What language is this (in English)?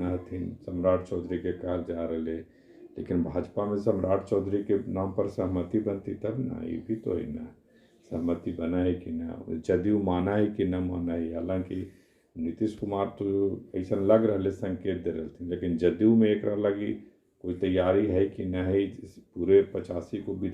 Magahi